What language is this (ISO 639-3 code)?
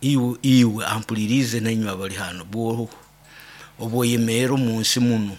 nyo